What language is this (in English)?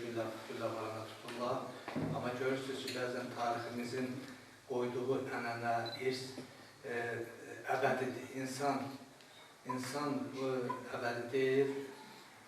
Azerbaijani